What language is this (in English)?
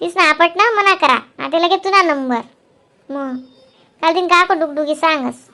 Khandesi